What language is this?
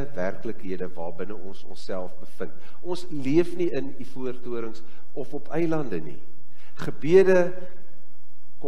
Afrikaans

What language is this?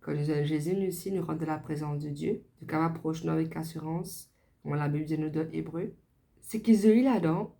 Morisyen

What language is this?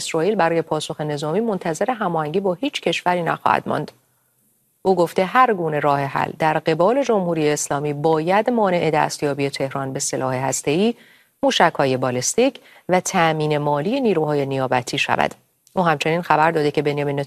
Persian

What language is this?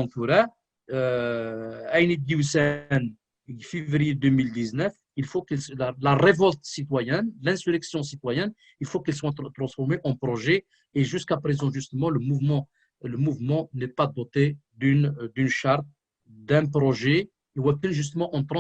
Kabyle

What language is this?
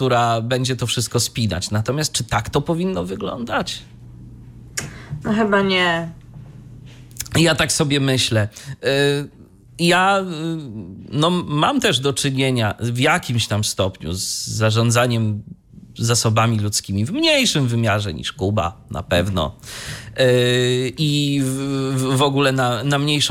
Polish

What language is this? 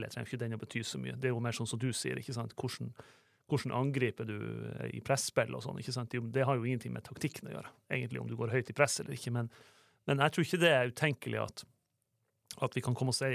Norwegian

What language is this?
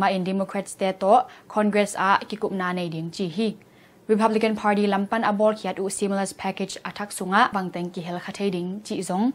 Tedim Chin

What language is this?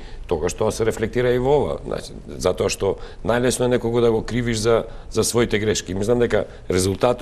Macedonian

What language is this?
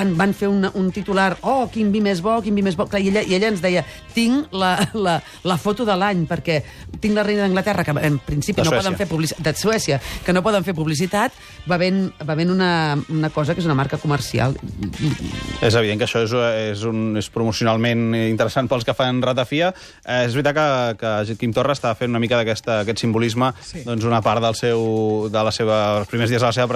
Catalan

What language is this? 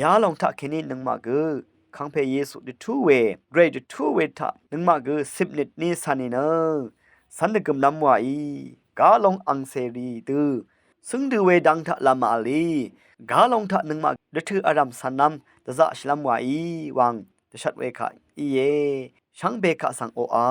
Rawang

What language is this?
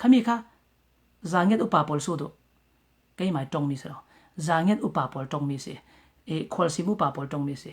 Falam Chin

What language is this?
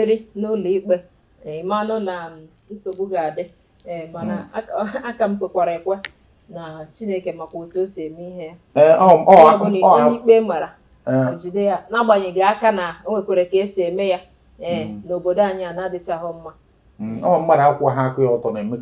Igbo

